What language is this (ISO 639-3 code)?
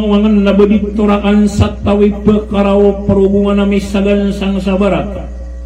mrw